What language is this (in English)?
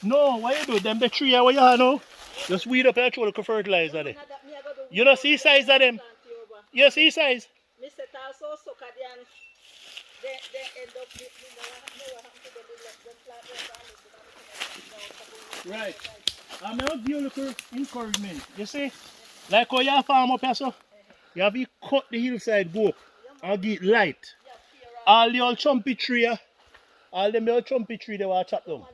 Jamaican Creole English